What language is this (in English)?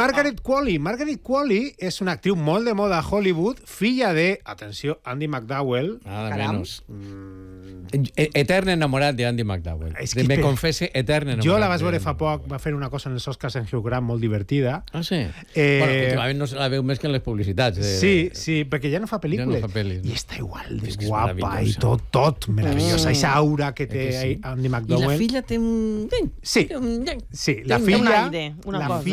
Catalan